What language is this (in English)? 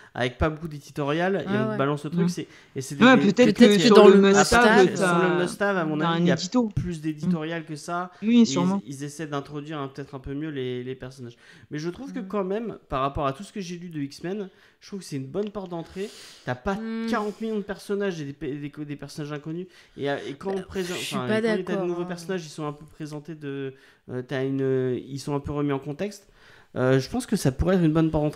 French